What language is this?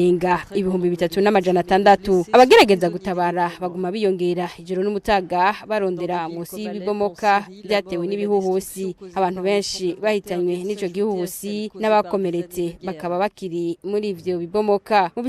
Rundi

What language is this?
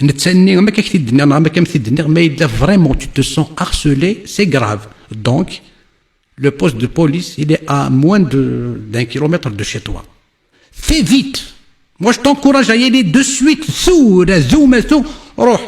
Kabyle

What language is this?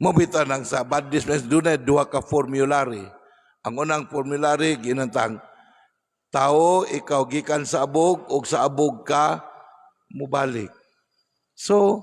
Cebuano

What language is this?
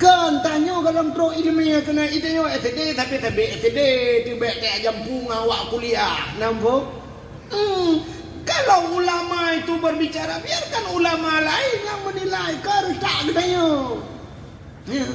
Achinese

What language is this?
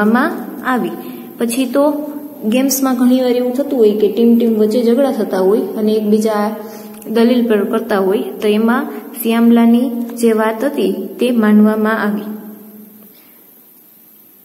Gujarati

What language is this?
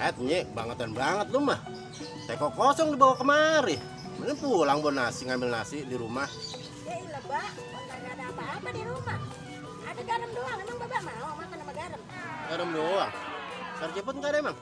Betawi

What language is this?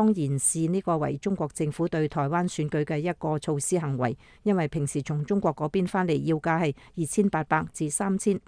Cantonese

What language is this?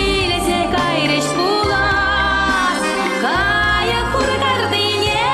Chuvash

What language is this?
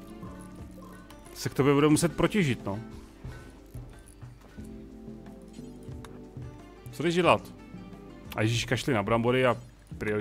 Czech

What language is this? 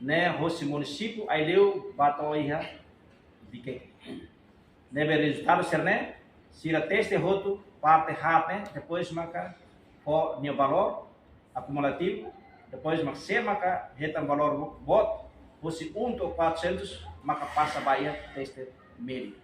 Tetum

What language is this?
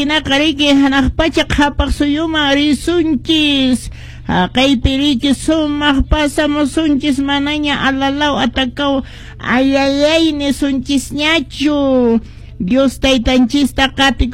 Quechua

